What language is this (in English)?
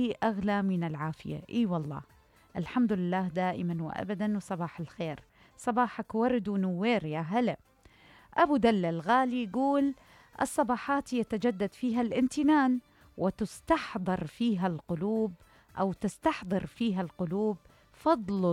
Mesopotamian Arabic